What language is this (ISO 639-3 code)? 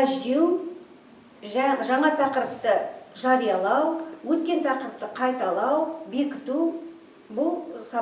kaz